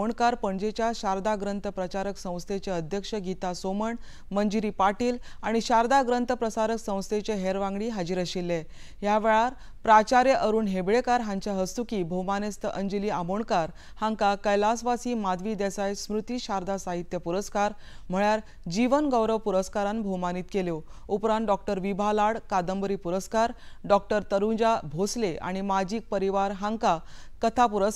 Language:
Konkani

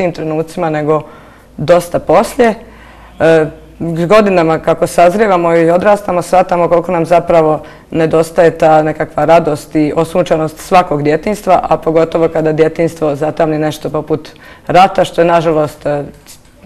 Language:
Bosnian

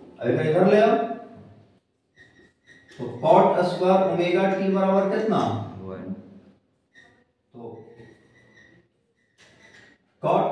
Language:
Hindi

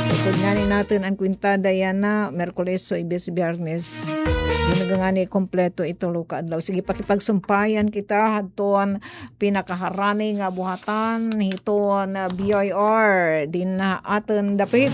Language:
Waray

